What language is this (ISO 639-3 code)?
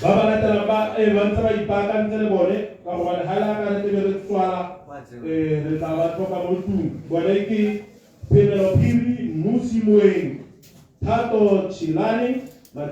tsn